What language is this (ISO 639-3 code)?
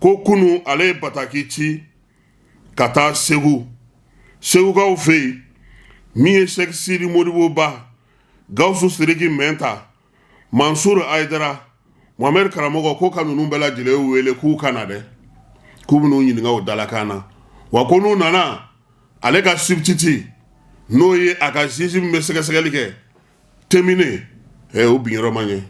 bam